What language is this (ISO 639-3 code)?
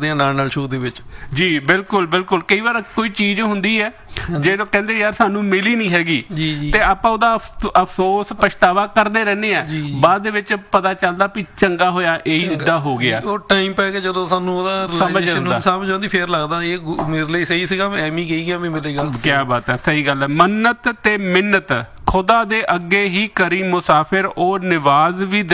pan